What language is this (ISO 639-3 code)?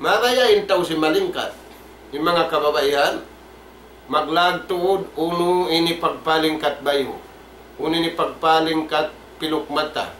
tsg